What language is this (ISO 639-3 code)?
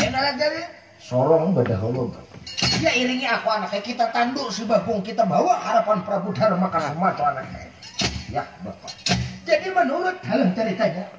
bjn